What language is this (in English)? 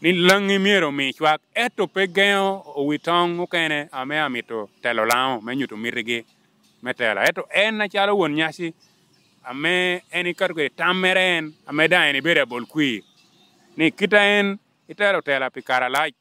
Lango (Uganda)